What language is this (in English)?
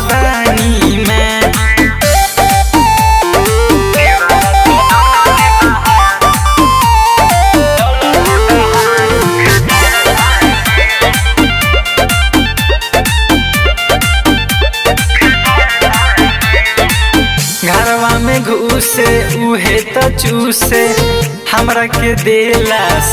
Bhojpuri